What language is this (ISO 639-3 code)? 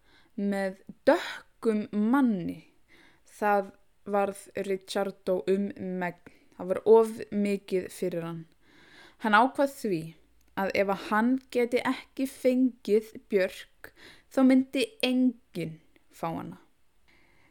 isl